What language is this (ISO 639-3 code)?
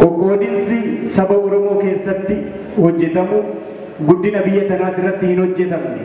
orm